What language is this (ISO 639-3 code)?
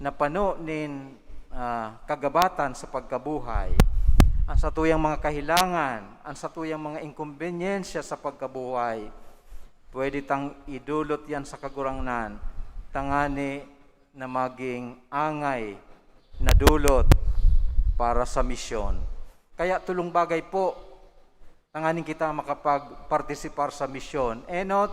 bik